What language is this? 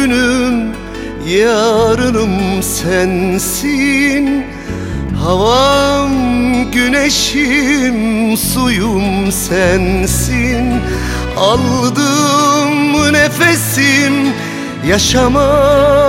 Turkish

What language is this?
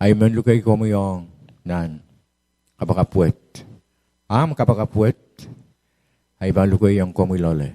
Pohnpeian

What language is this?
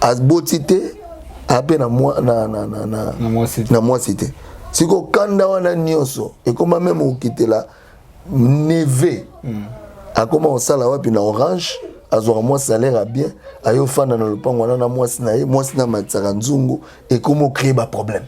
Lingala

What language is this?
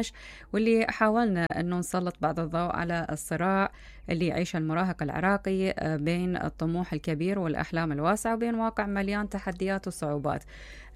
Mesopotamian Arabic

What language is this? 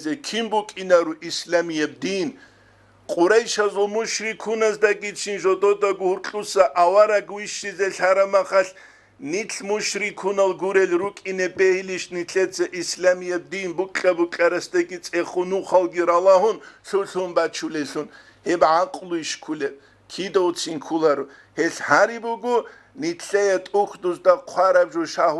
Avaric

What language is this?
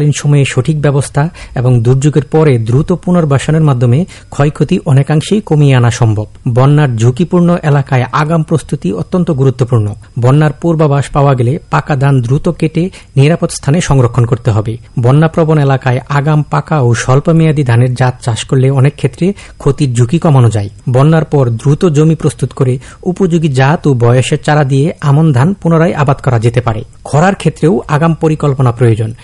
Bangla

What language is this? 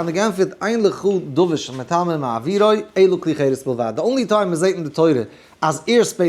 Yiddish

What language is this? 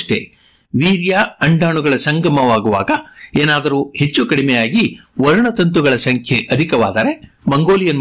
Kannada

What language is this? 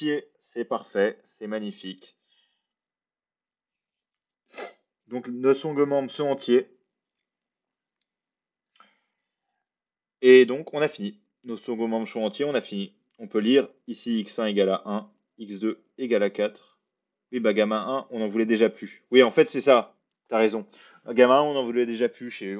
French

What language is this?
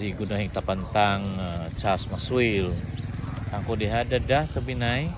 Central Dusun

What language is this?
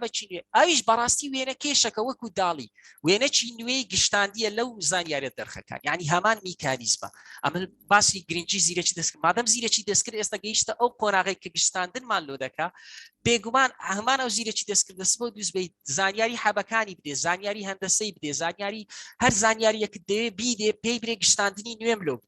Central Kurdish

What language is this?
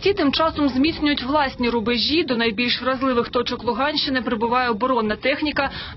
Ukrainian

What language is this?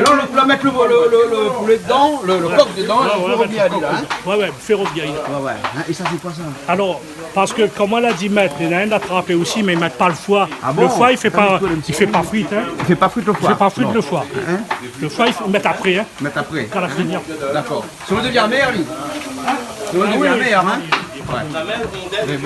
Réunion Creole French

